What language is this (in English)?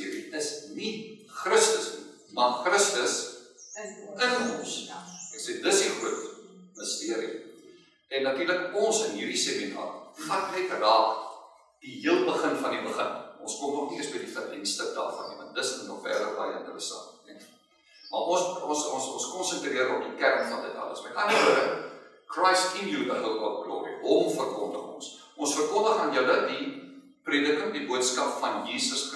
Afrikaans